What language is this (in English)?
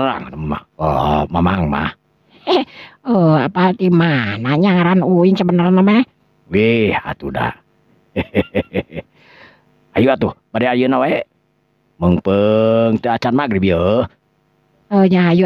Sundanese